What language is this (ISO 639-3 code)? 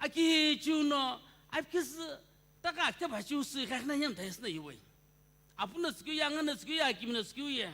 nsm